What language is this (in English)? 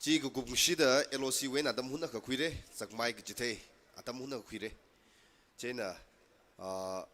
Tangkhul Naga (India)